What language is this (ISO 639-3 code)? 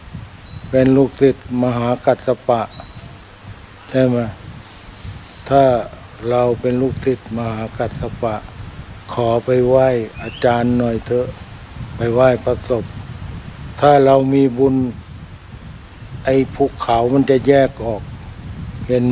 tha